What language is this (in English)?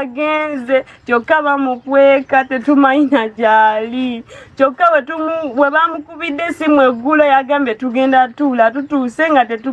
Ganda